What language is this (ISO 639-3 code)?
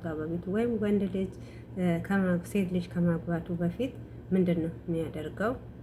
amh